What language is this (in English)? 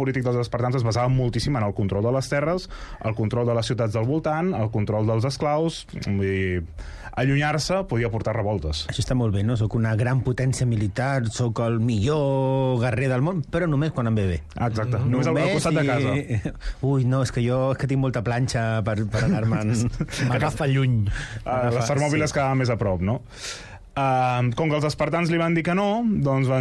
Catalan